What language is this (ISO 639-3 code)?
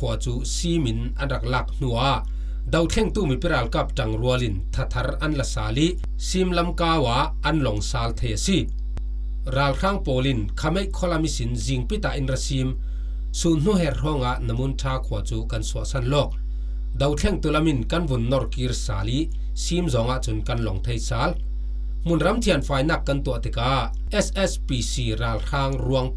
cfm